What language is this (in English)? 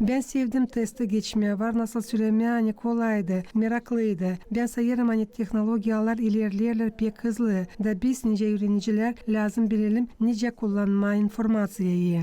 Gagauz